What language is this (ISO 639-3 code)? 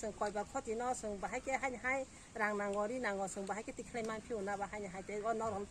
trp